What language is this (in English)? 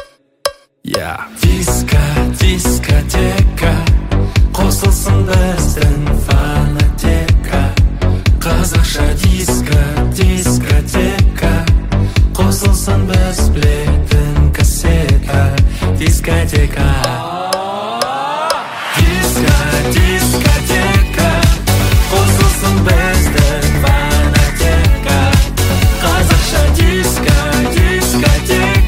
Kazakh